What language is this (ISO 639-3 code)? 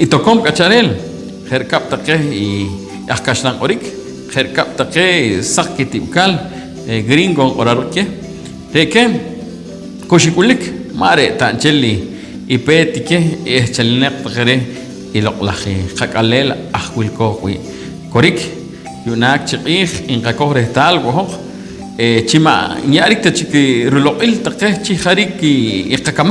poh